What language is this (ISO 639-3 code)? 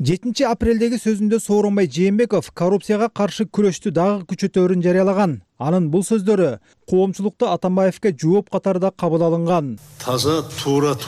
kir